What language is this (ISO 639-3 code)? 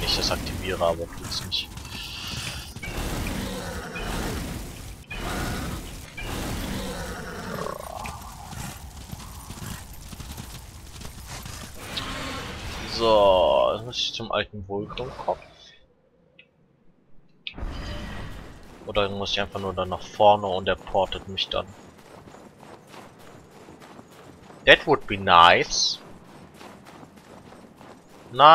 deu